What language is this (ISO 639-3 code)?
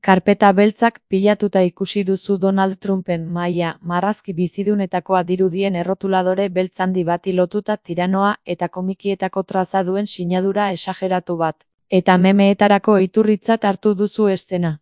eus